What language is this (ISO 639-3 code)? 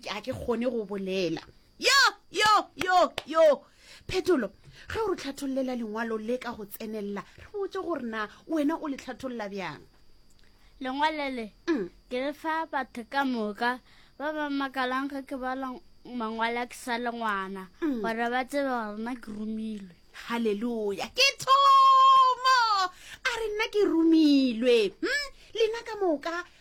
nso